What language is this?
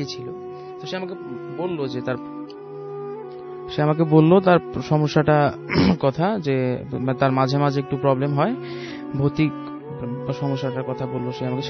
Bangla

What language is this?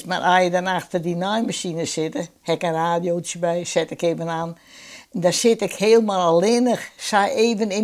Western Frisian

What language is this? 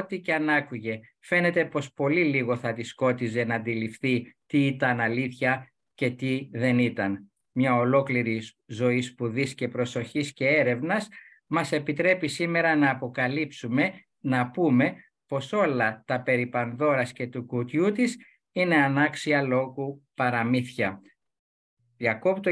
Greek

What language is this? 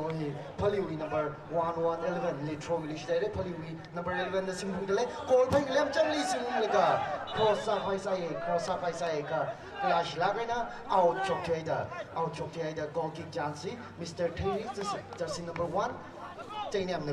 Tangkhul Naga (India)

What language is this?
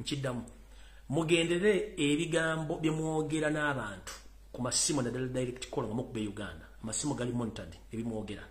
Ganda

